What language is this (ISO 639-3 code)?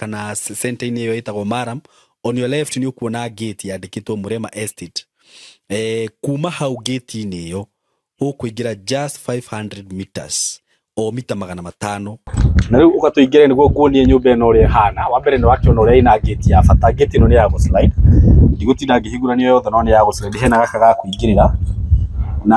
kik